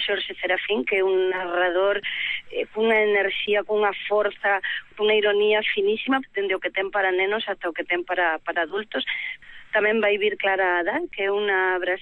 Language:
Galician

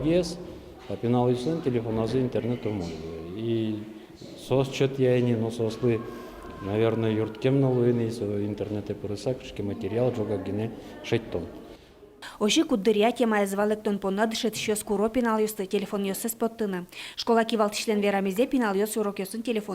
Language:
Udmurt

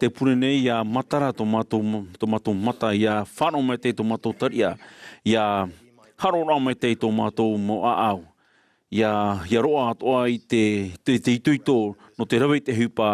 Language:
Tahitian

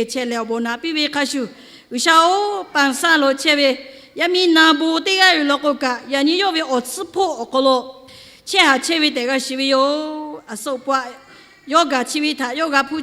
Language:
Lahu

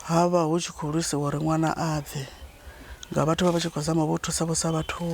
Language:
Venda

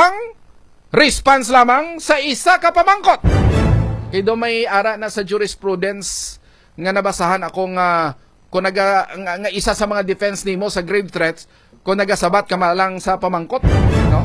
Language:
Hiligaynon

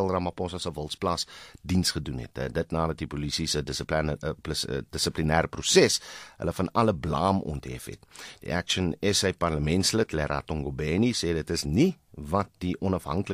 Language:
Afrikaans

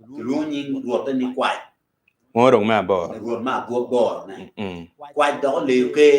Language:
Acoli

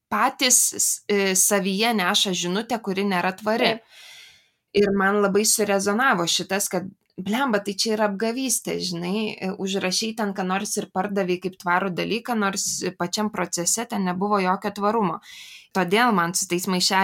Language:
Lithuanian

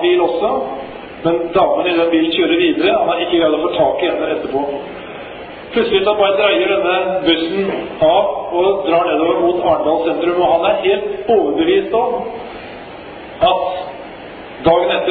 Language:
Norwegian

